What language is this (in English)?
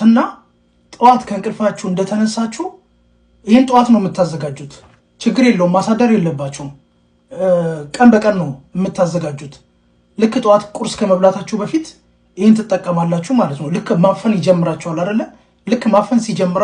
Amharic